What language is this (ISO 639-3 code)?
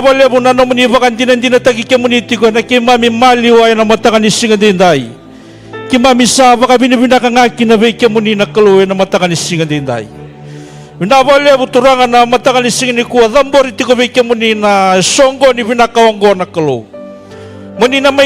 fij